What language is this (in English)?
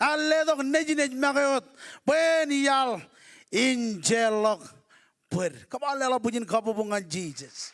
Marshallese